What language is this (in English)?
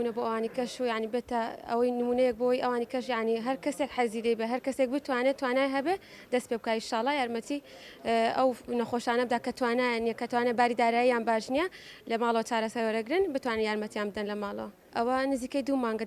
Central Kurdish